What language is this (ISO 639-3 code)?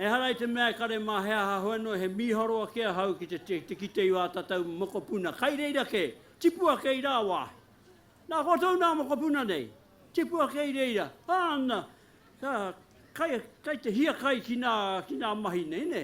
mri